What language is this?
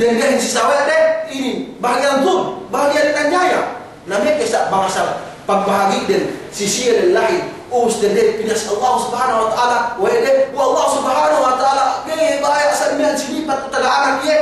Yakan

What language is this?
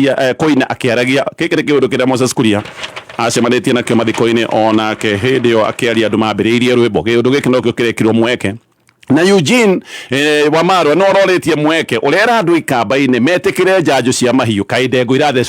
Kikuyu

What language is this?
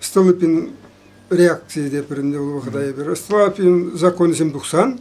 Chuvash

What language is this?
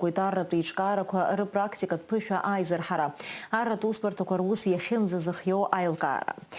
Abkhazian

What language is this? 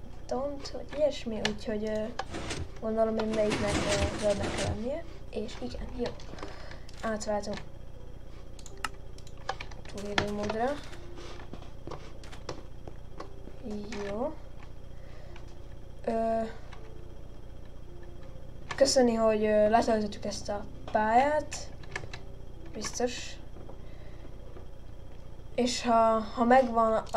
Hungarian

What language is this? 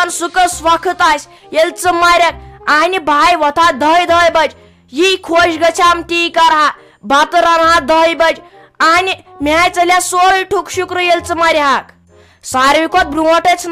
Kashmiri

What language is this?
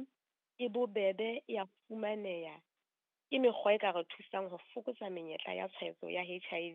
Southern Sotho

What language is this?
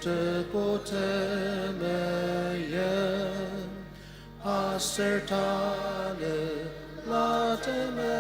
Ao Naga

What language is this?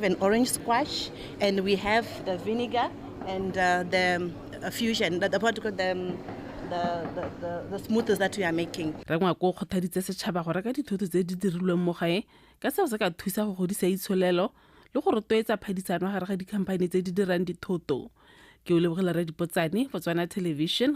Tswana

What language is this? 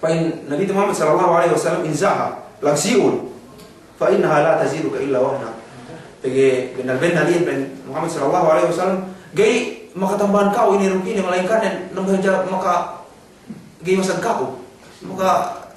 Yakan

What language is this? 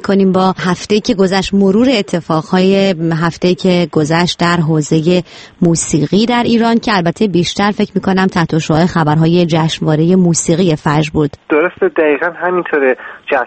Persian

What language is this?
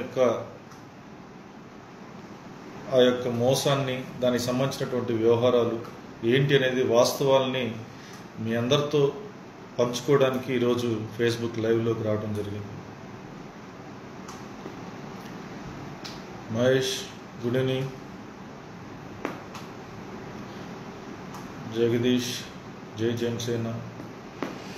Telugu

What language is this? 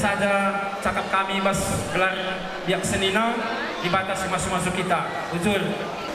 Batak Karo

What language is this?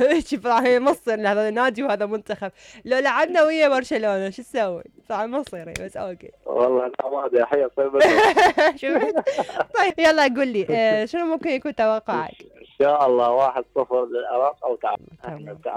Mesopotamian Arabic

